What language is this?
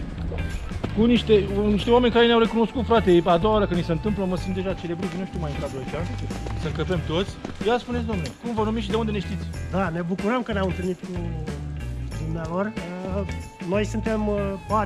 Romanian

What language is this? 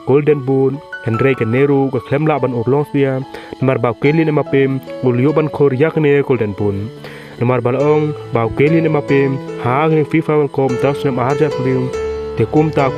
Khasi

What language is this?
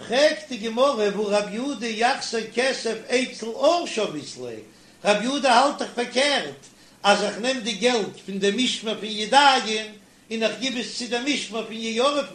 Yiddish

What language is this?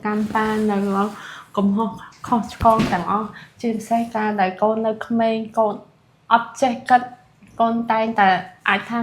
Khmer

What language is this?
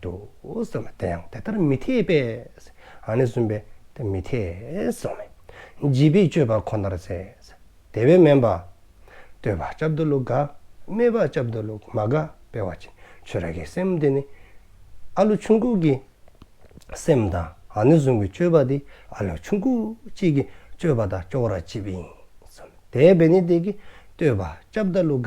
Dzongkha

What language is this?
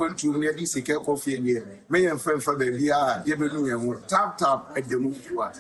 Akan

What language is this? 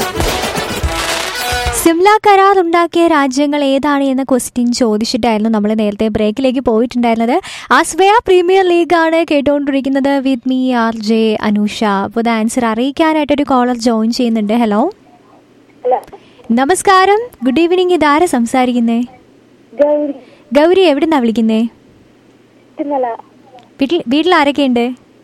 Malayalam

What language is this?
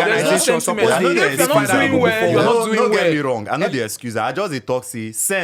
Nigerian Pidgin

